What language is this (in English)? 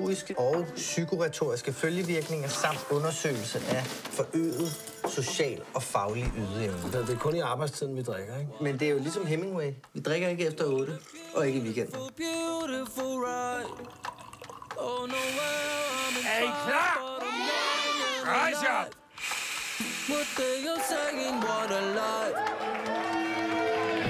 Danish